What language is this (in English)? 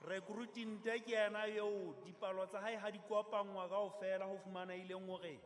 Southern Sotho